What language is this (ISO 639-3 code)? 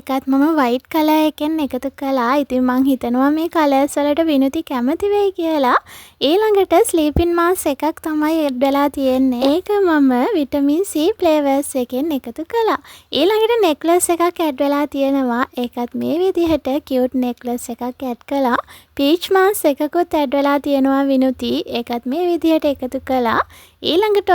sin